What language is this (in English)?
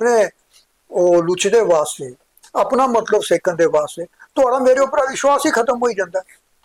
Dogri